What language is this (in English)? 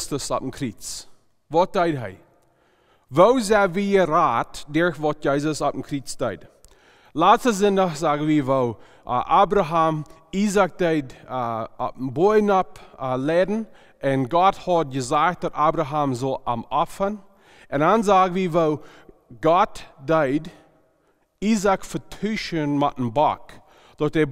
Plautdietsch